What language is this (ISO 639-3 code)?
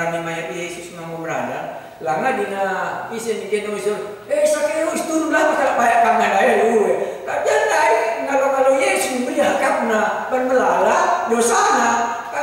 btx